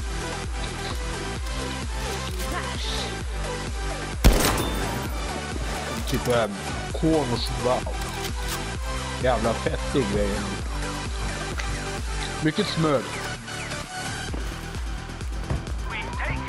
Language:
Swedish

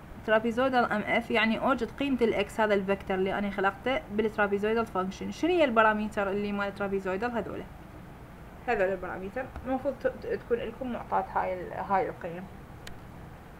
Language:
Mesopotamian Arabic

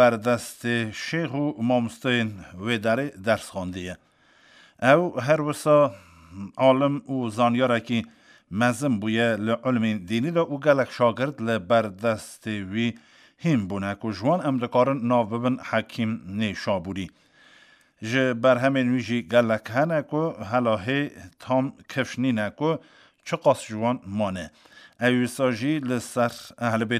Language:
Kurdish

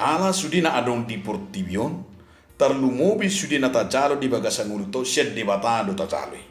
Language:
Batak Toba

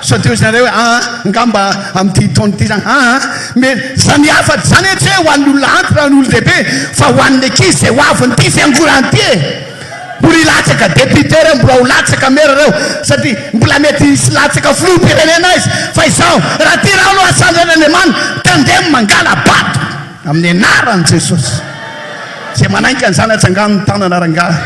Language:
Malagasy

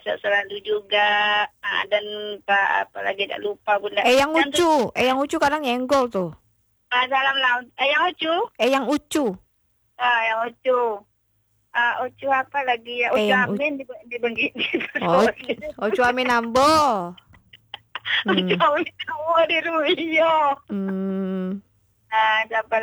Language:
Indonesian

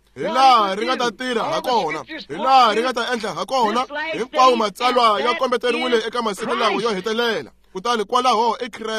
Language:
Tsonga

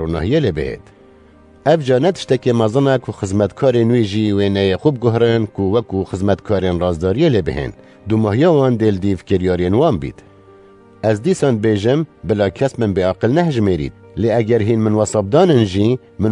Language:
Kurdish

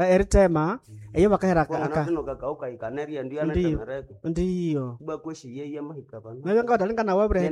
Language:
Nande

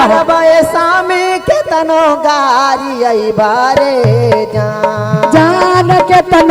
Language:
Magahi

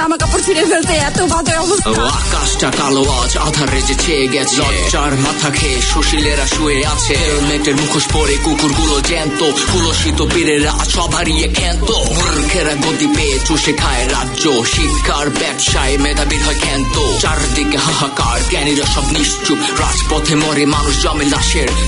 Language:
Bangla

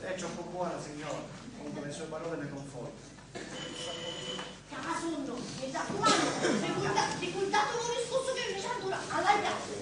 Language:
Sicilian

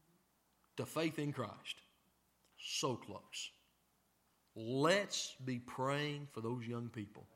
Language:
English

